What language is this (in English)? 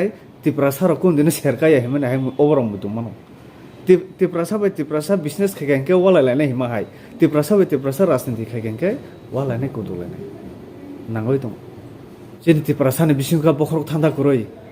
Kok Borok